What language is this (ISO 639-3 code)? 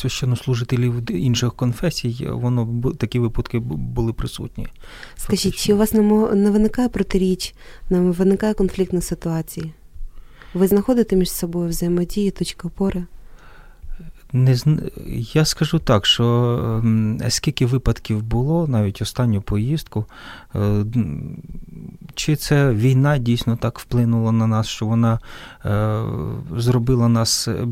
ukr